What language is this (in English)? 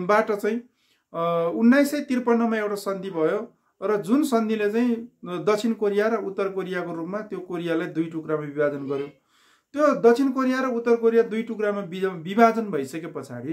Nepali